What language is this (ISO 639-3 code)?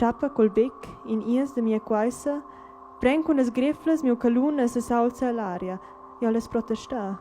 roh